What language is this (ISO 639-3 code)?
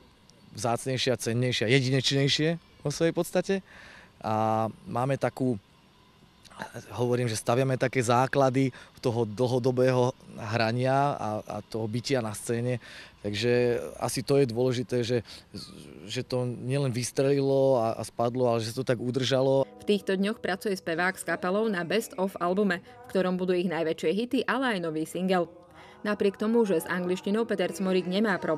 slk